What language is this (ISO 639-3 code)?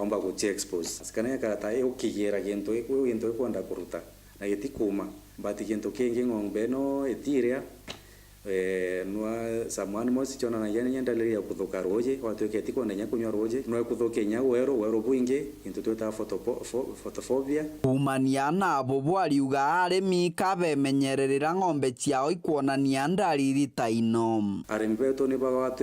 mer